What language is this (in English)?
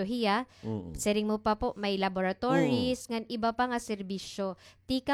Waray